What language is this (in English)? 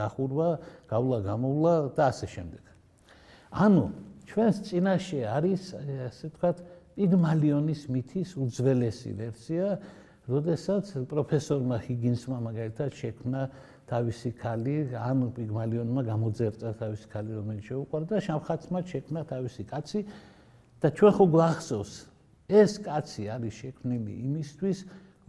Georgian